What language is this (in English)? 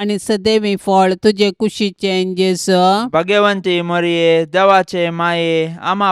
Konkani